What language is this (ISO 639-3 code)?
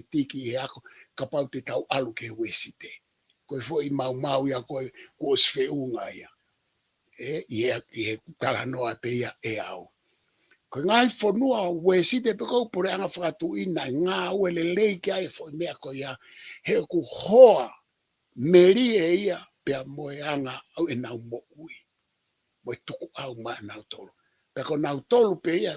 ton